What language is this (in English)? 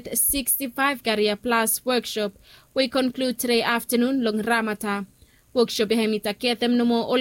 Bislama